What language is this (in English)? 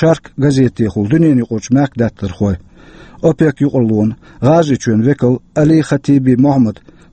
Chechen